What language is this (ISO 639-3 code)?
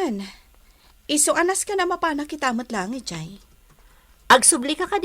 ilo